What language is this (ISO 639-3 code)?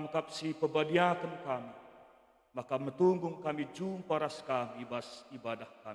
btx